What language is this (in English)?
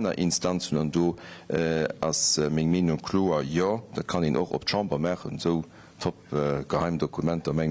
Luxembourgish